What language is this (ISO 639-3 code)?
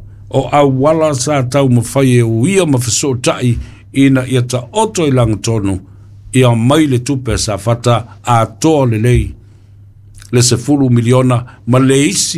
smo